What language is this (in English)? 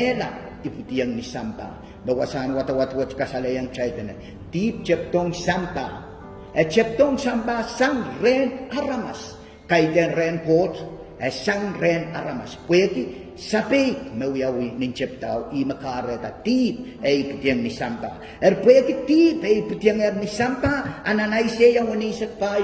Pohnpeian